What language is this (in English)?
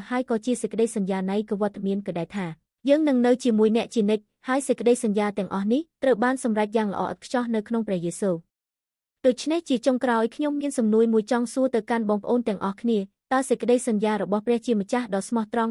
Khmer